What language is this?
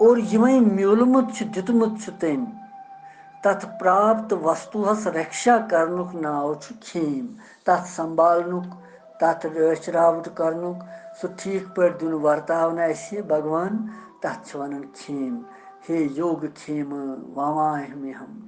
Kashmiri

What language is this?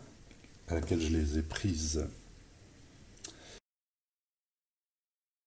French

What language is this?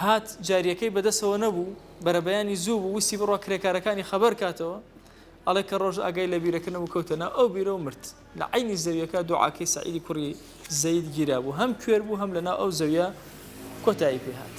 Central Kurdish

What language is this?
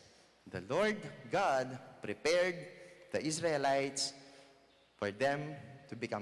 Pampanga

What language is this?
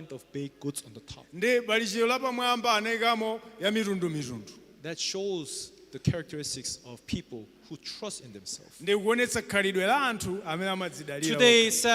Nyanja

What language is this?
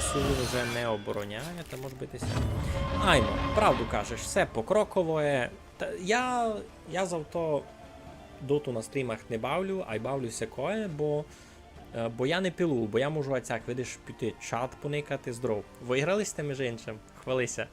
Rusyn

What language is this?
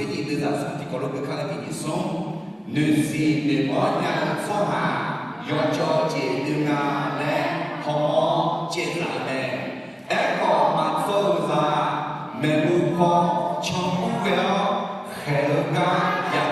Akha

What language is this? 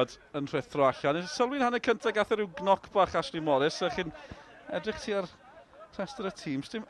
Welsh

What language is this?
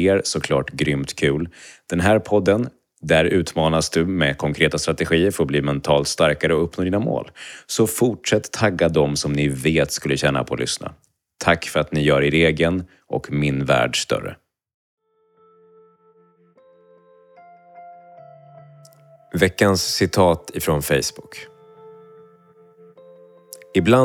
Swedish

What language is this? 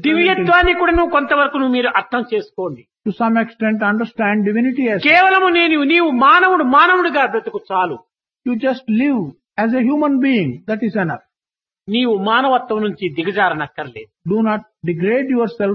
Telugu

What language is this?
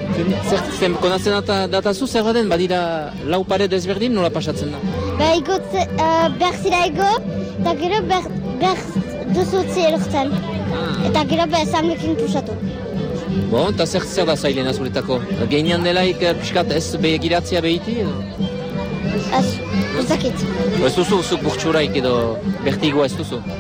Basque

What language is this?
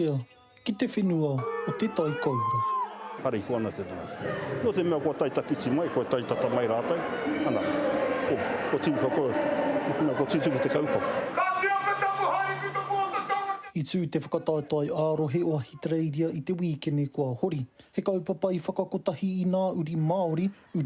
Māori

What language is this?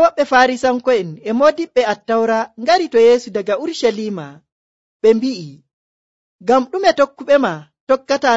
Nigerian Fulfulde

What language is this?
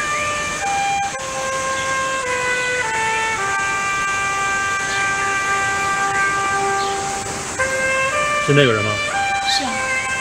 Chinese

